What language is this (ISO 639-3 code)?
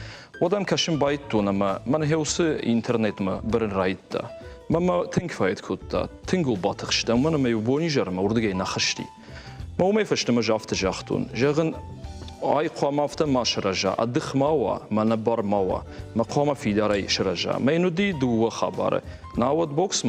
oss